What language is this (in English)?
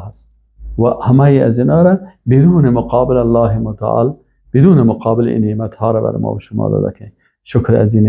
Persian